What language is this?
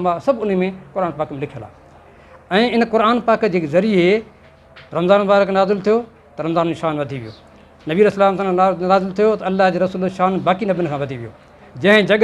Sindhi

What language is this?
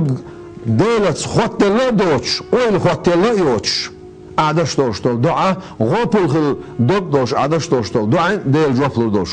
Chechen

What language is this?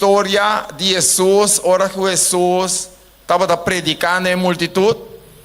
Papiamento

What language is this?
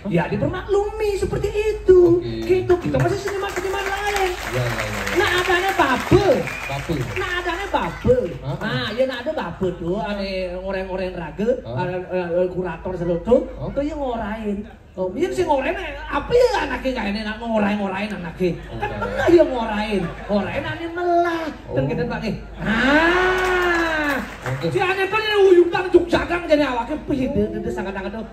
Balinese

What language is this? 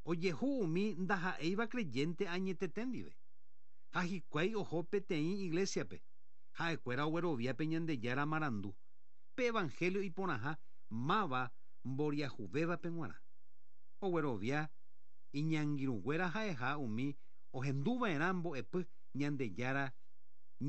Guarani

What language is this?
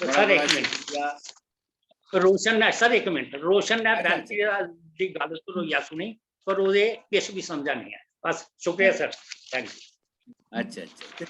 Dogri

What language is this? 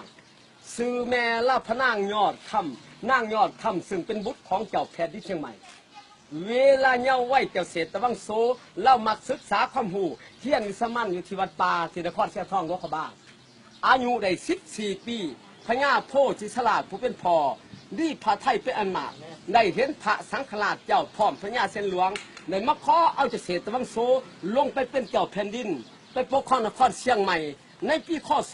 Lao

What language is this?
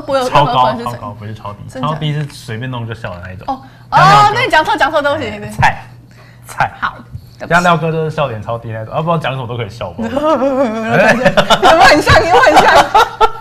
Chinese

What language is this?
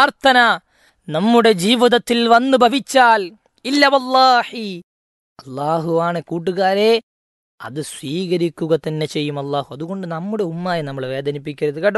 Malayalam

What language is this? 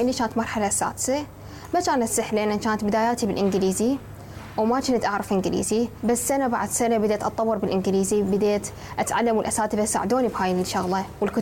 Mesopotamian Arabic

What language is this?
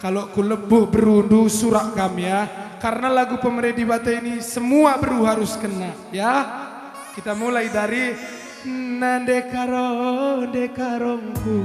Batak Karo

